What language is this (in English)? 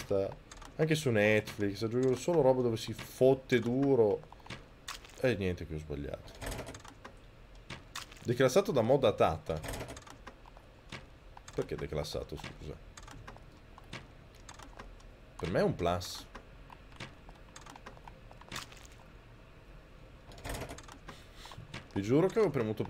Italian